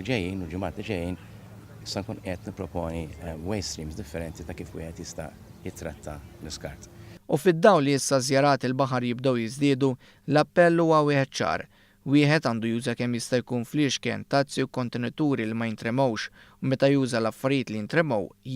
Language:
Maltese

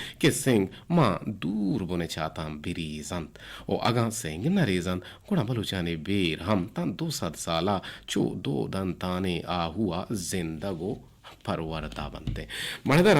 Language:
Eastern Balochi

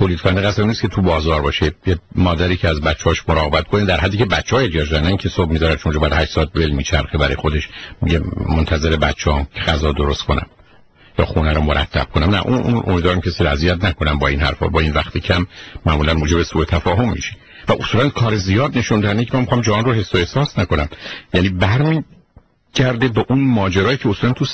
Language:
Persian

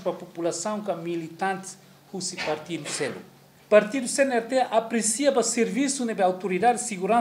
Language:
Tetum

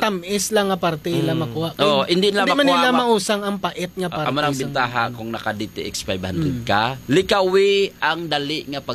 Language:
Hiligaynon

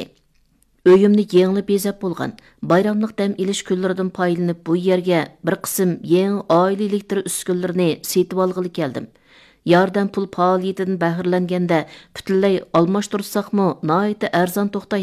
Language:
Uyghur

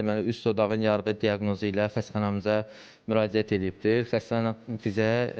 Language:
Azerbaijani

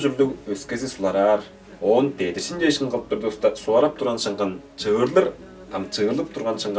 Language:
Tuvinian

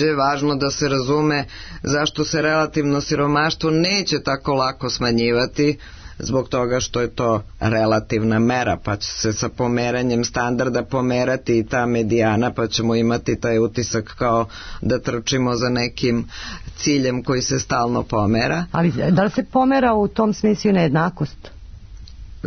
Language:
Serbian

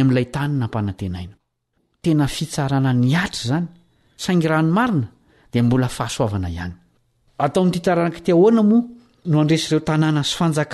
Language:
Malagasy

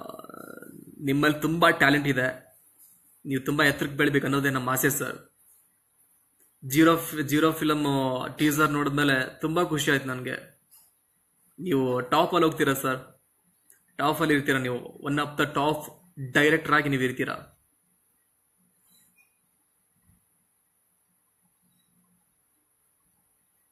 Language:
Kannada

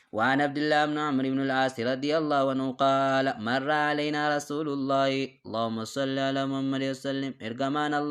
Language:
Oromo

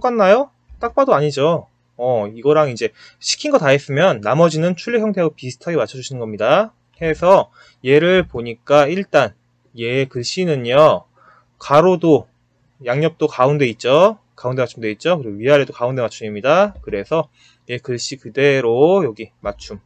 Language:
Korean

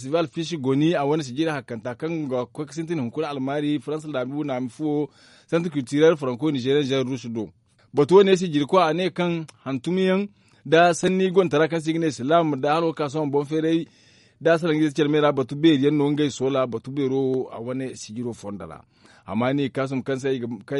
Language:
Zarma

